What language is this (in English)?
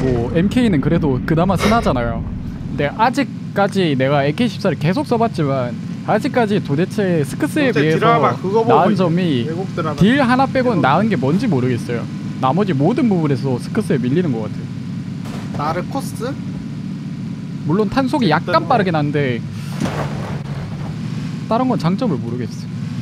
Korean